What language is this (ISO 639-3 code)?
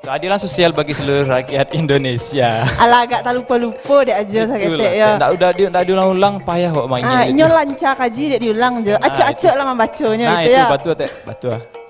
min